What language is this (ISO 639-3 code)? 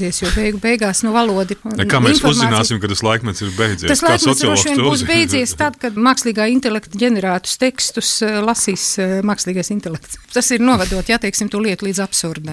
lav